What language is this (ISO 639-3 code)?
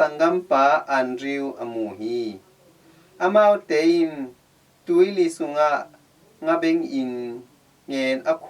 ctd